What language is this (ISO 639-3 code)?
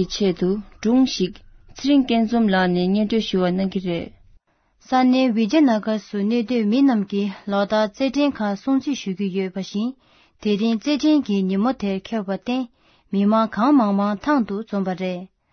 bod